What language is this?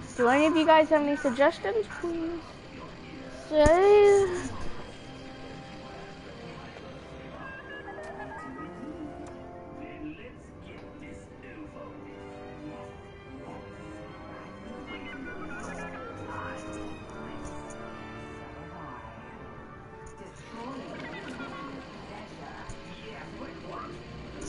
English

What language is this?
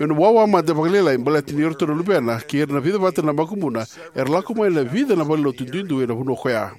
Fijian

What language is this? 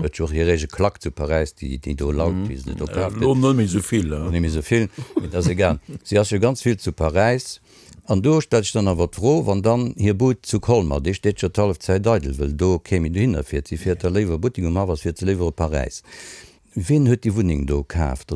Luxembourgish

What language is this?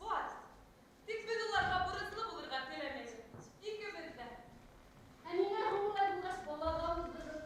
Bashkir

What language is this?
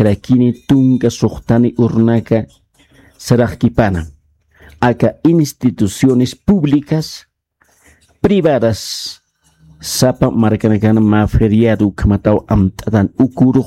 Aymara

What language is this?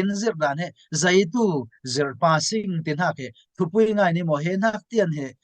Falam Chin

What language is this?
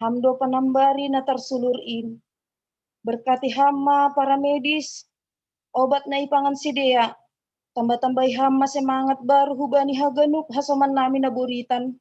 Batak Simalungun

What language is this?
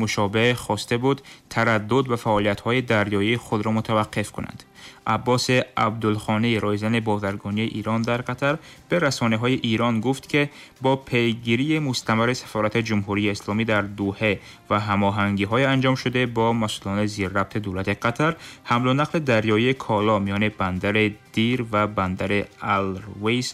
Tajik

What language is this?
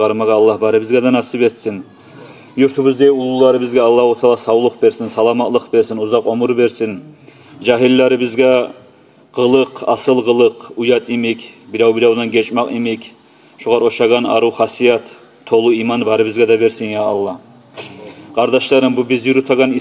Kumyk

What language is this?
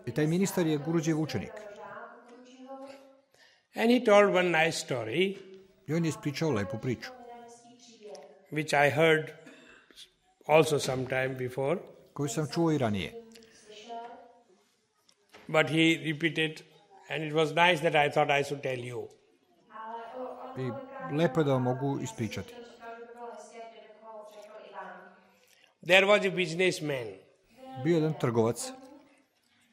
Serbian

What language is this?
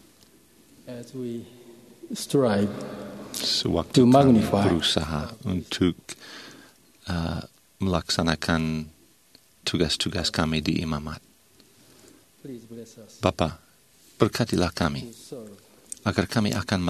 Indonesian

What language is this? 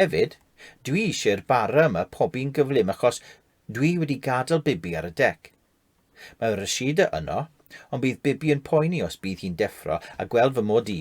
Welsh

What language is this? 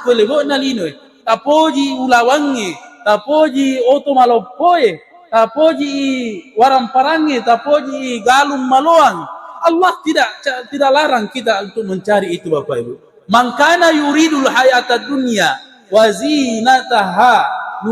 Buginese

